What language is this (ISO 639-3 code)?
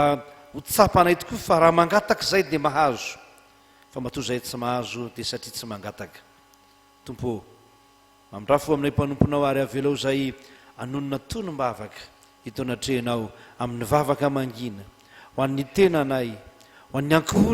mlg